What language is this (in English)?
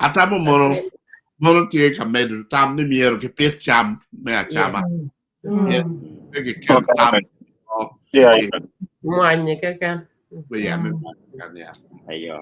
Acoli